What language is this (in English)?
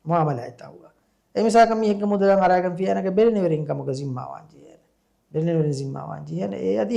Divehi